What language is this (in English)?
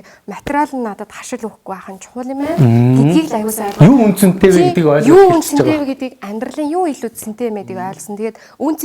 Mongolian